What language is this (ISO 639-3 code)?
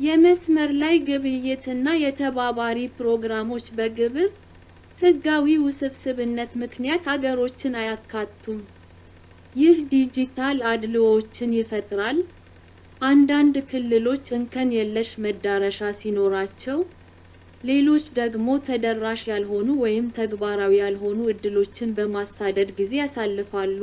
amh